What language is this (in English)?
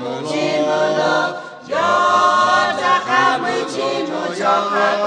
Lahu